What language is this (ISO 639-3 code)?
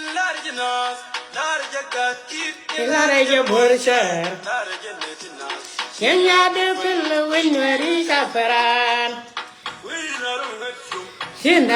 nus